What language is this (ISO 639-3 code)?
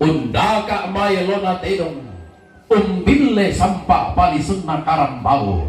sda